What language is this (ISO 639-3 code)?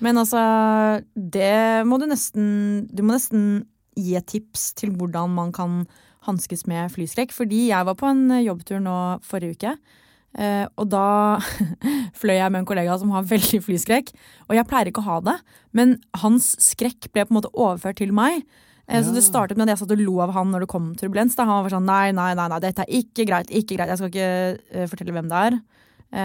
nor